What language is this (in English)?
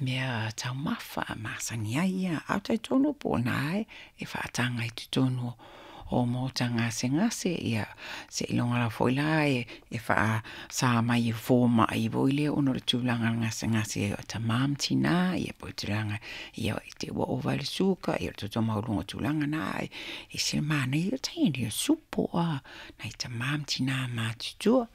Samoan